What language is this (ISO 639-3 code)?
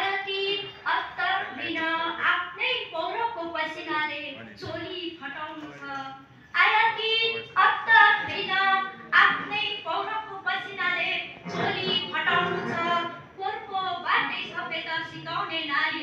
nep